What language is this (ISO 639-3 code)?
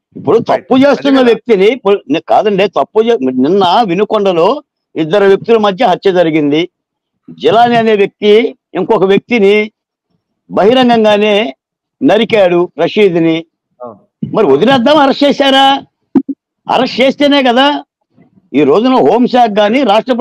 tel